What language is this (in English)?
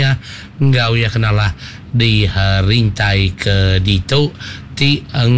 Iban